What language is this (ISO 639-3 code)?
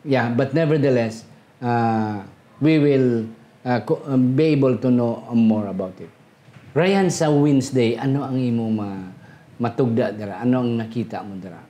hil